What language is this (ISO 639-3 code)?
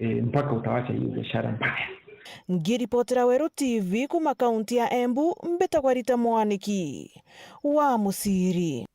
mer